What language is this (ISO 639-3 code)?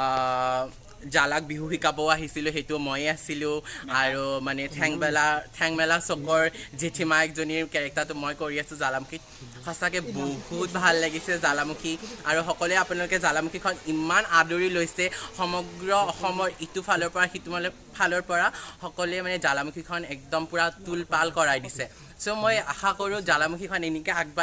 asm